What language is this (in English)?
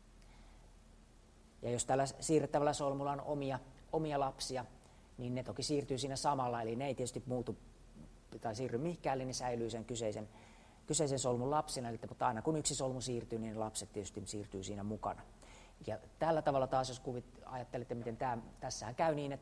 Finnish